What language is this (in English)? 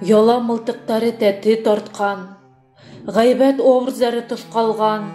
Bashkir